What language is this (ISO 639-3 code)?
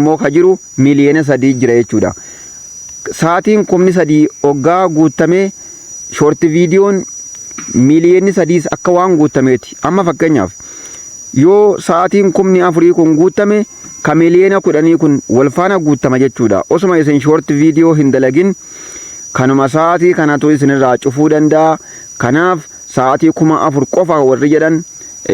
orm